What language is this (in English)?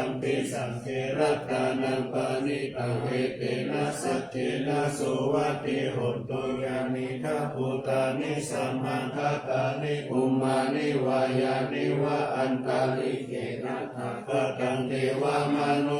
Pali